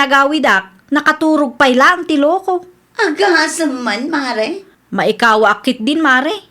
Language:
Iloko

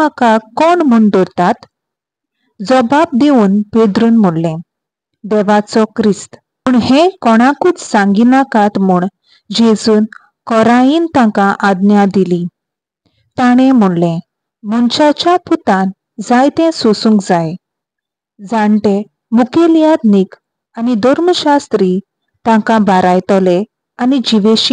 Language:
Konkani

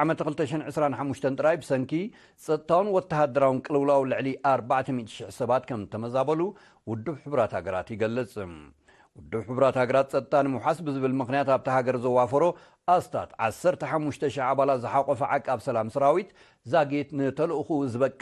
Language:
Tigrinya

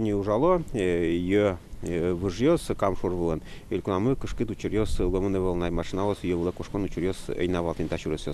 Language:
Udmurt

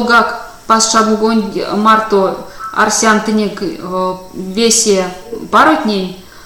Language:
Erzya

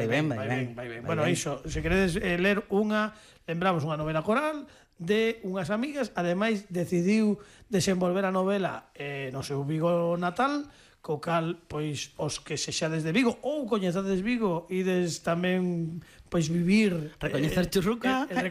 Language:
Galician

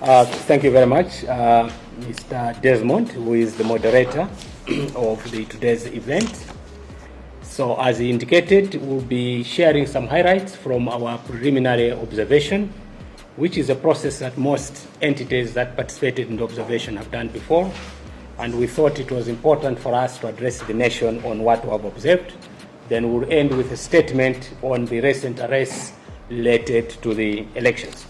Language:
Nyanja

